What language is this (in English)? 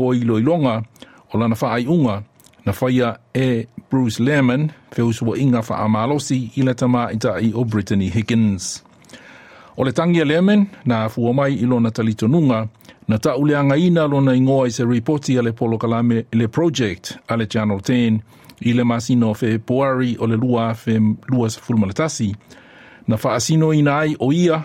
Samoan